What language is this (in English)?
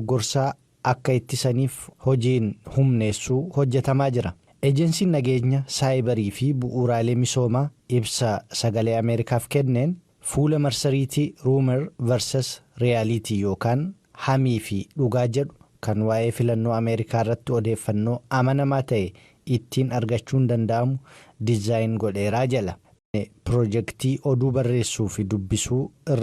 Oromo